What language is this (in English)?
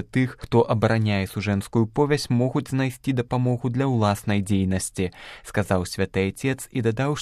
Belarusian